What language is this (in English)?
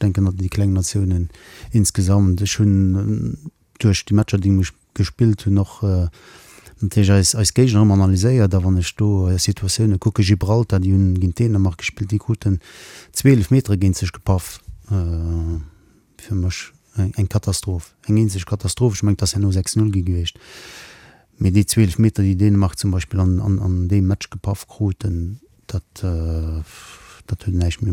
Luxembourgish